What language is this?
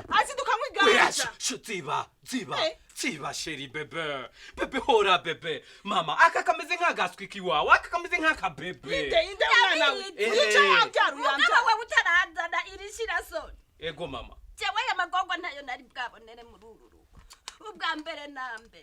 Rundi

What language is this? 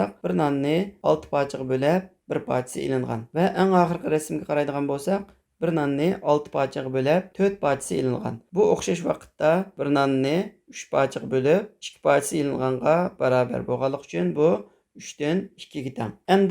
Uyghur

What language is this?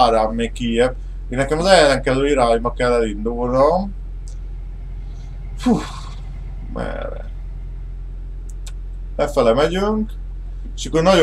Hungarian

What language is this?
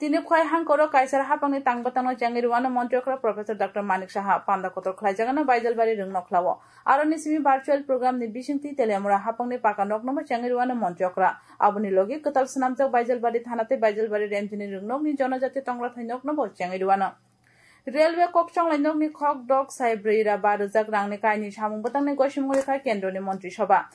Kok Borok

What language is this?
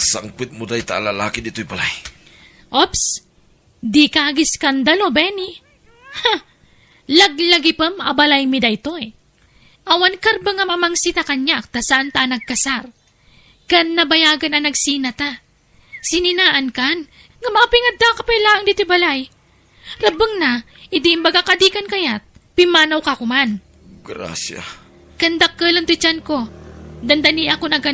Iloko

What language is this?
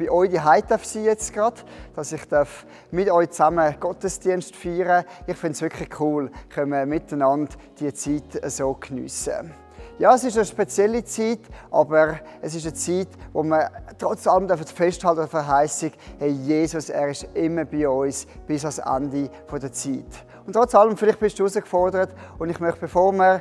Swiss German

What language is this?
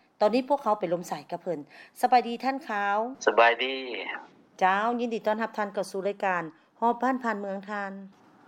Lao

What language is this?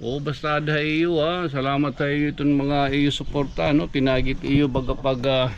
Waray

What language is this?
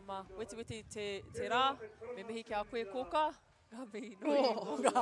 Māori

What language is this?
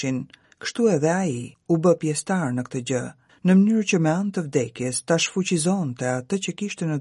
Albanian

